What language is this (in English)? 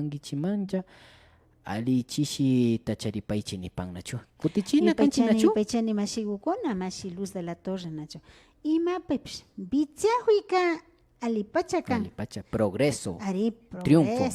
Imbabura Highland Quichua